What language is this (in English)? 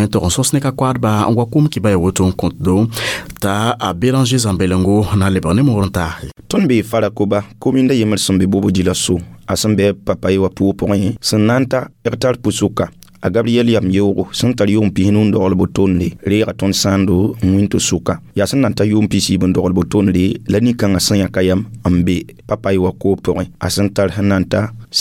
Mossi